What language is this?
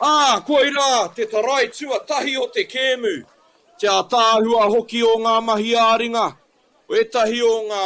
Māori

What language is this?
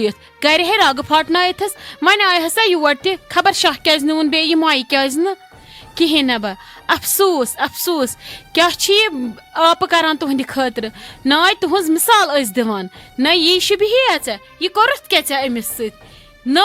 Kashmiri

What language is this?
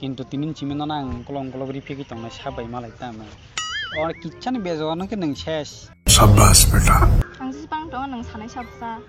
Kok Borok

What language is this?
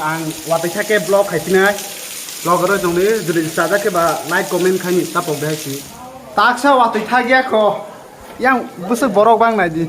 Kok Borok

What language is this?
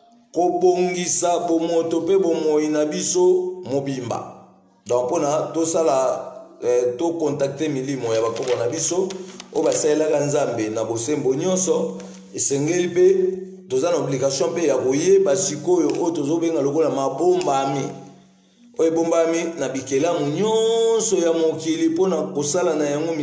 Lingala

